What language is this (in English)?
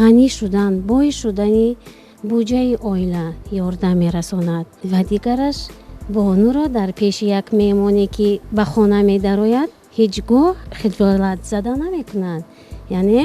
Tajik